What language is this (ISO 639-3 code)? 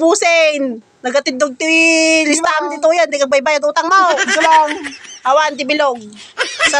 ilo